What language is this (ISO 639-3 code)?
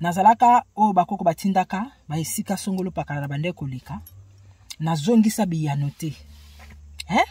lin